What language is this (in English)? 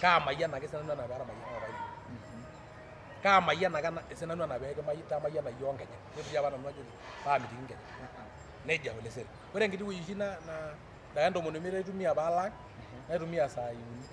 Masai